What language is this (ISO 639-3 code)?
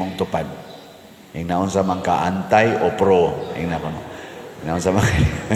ceb